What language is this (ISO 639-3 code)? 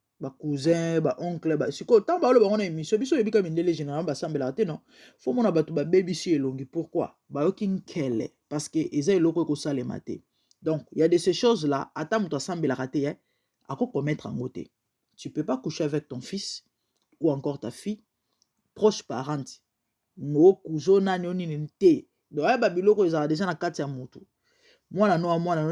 lin